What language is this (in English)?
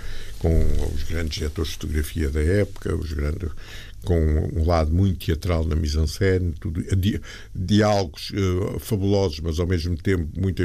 Portuguese